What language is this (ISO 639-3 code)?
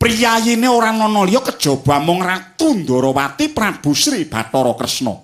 jav